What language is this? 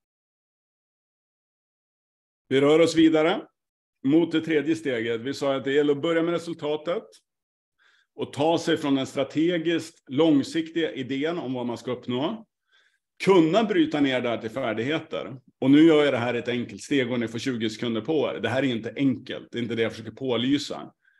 Swedish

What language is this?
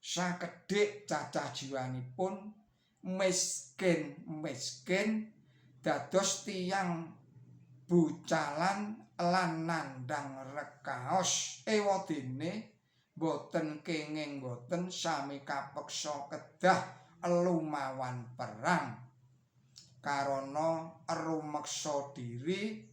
Javanese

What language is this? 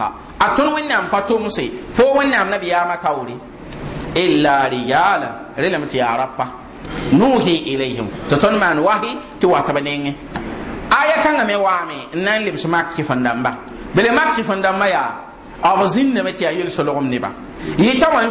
Mossi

